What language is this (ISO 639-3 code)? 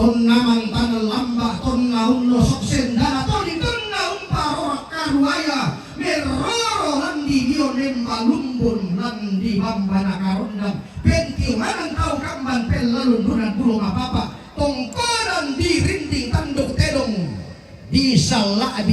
sda